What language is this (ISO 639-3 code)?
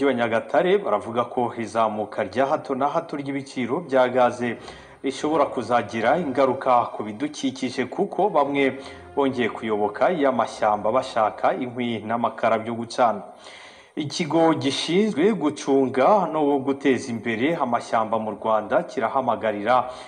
kin